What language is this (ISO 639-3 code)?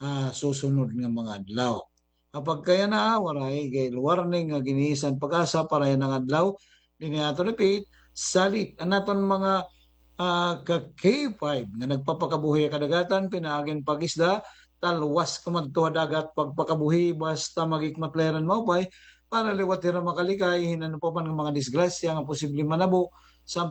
war